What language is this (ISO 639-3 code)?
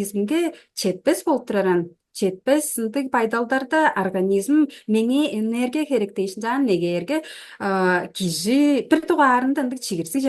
tyv